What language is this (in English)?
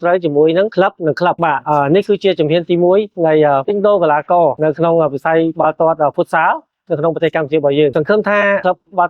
Khmer